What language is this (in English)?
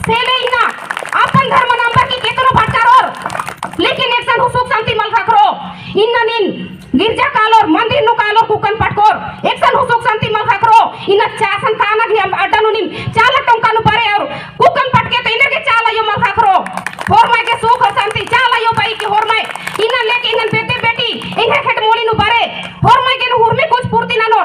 Kurukh